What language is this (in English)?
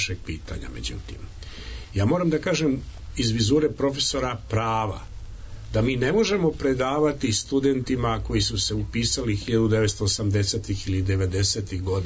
Serbian